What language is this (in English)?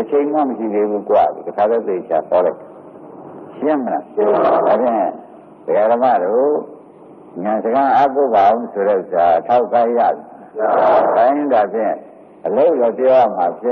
Burmese